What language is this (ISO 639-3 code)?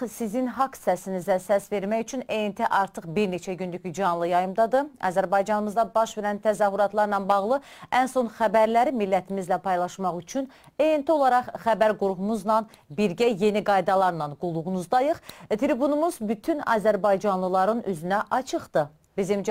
azb